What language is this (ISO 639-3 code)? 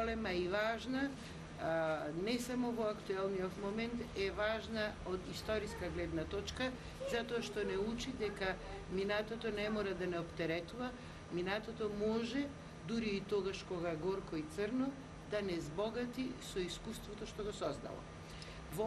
mkd